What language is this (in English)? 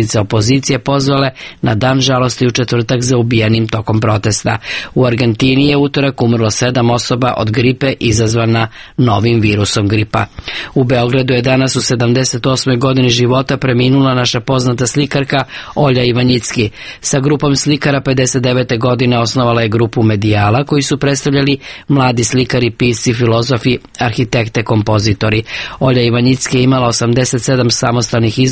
Serbian